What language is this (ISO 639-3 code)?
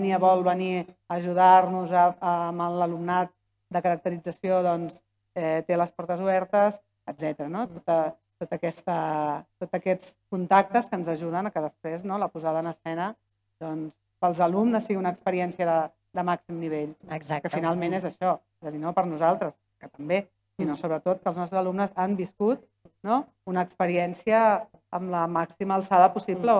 cat